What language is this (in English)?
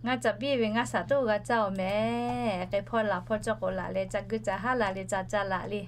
Lahu